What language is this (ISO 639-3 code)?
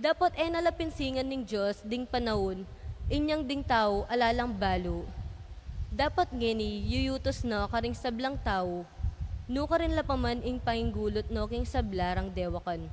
pam